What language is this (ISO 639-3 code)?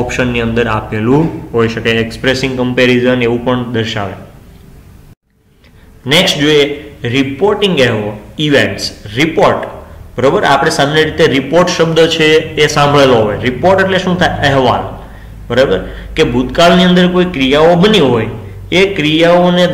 guj